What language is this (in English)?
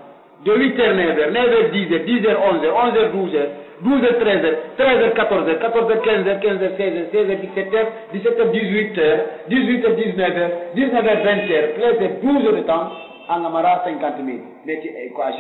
Pular